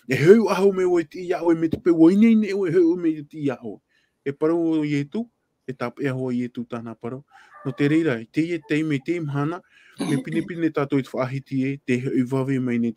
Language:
Tahitian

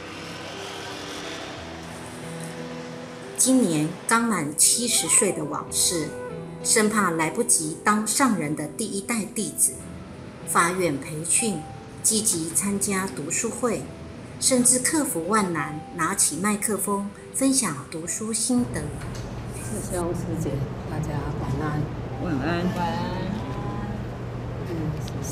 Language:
Chinese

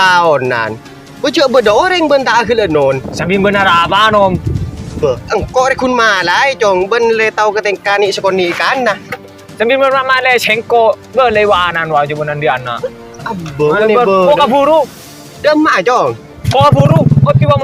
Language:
Madurese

